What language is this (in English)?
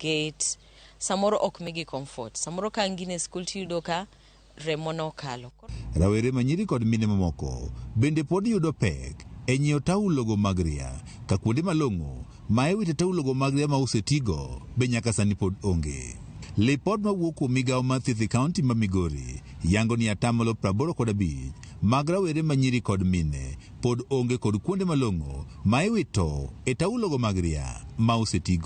Luo (Kenya and Tanzania)